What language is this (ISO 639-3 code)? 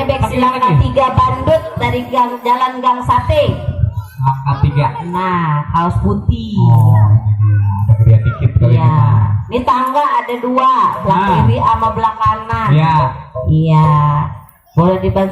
bew